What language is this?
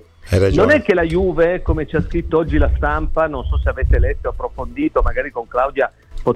Italian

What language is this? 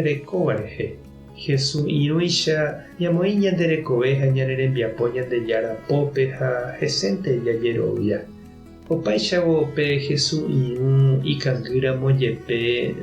Guarani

